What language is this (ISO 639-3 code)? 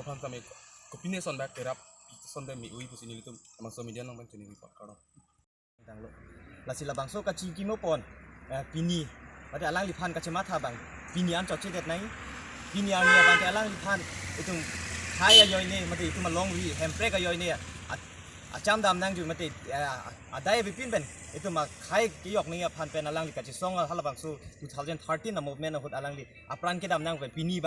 mjw